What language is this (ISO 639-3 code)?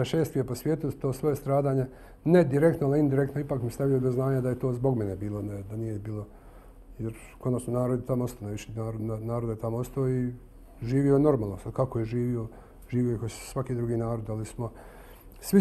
bos